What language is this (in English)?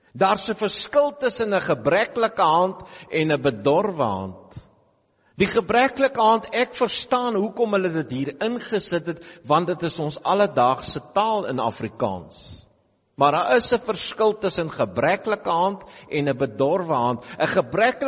Afrikaans